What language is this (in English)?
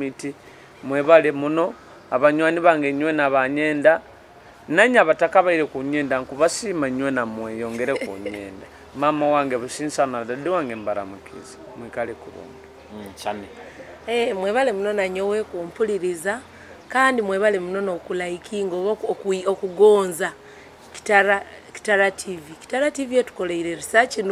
Nyoro